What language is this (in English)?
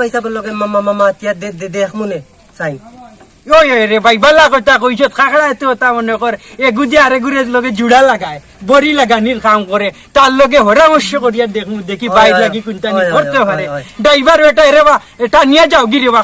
Sylheti